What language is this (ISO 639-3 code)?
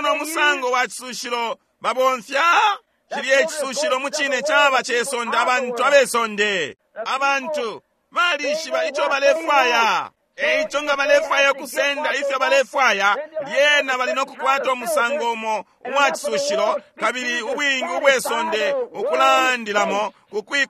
bem